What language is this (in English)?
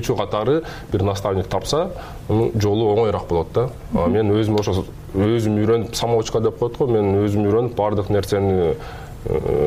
Kyrgyz